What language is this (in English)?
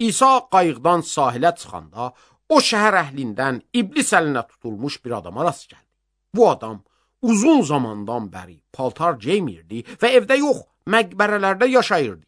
Azerbaijani